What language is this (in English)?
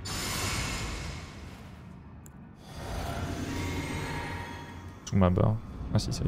French